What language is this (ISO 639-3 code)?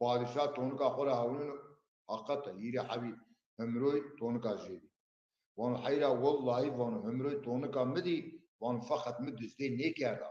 zza